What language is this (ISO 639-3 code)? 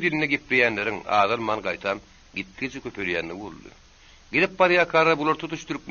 tuk